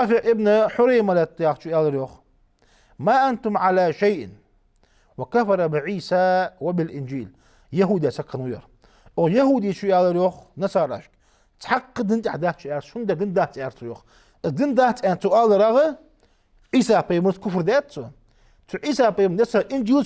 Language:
Ingush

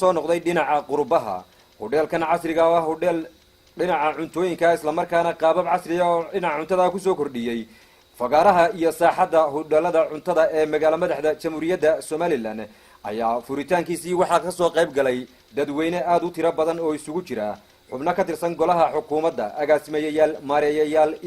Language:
Somali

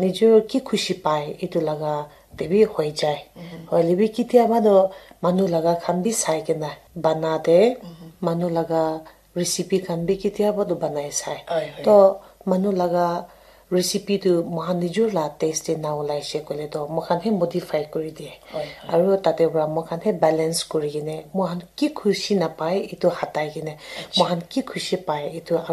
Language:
Naga Pidgin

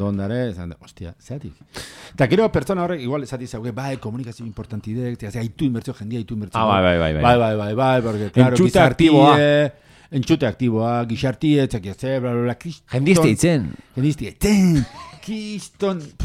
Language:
Basque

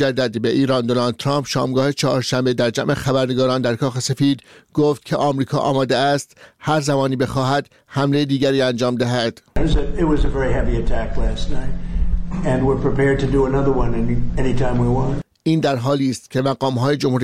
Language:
Persian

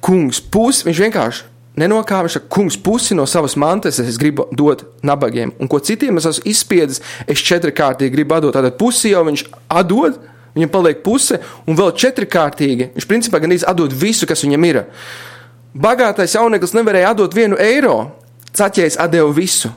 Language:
Latvian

